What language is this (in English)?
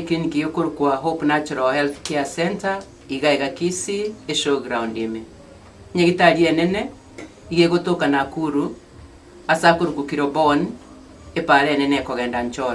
Gusii